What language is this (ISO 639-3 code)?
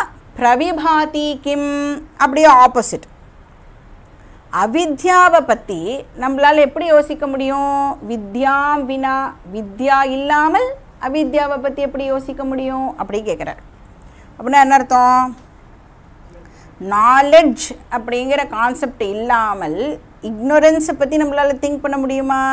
tam